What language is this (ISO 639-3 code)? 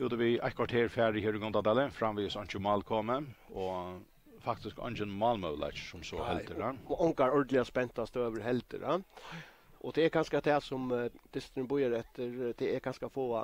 fao